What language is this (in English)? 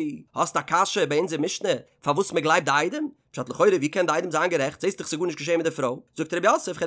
Yiddish